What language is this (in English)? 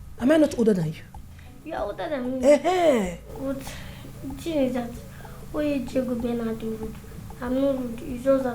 Nigerian Pidgin